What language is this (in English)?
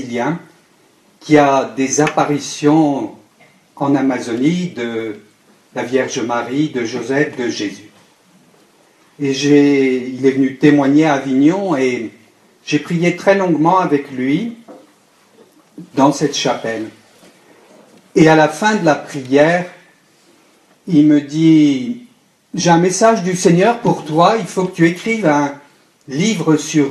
French